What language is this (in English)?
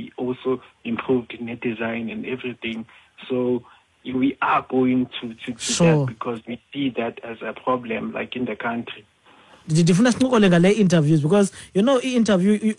Xhosa